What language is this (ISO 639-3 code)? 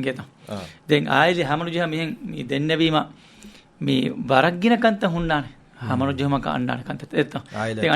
div